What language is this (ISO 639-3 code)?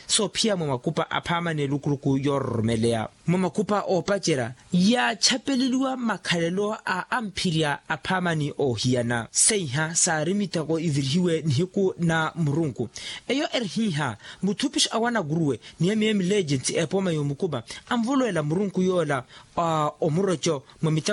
vmw